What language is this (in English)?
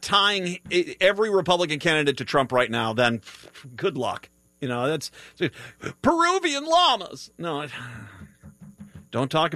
English